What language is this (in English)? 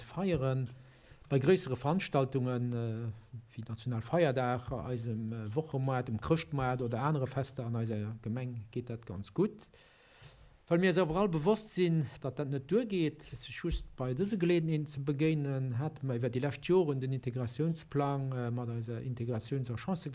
Luxembourgish